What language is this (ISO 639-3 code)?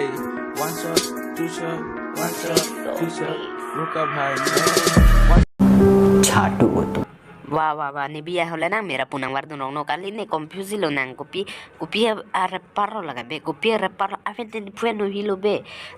mjw